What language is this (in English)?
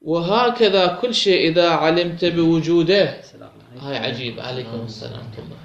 Mesopotamian Arabic